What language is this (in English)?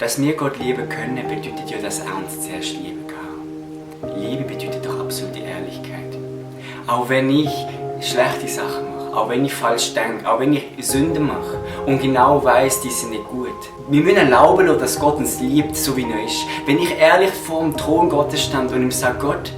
Swiss German